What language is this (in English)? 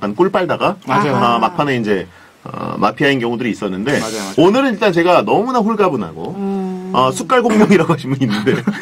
Korean